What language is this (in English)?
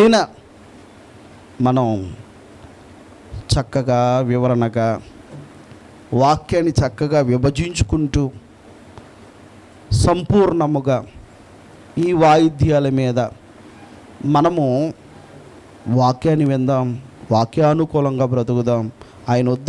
Telugu